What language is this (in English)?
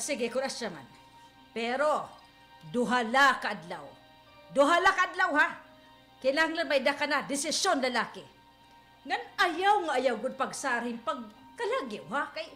Waray